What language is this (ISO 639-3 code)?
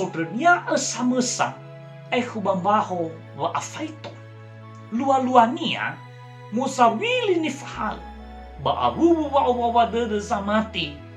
nia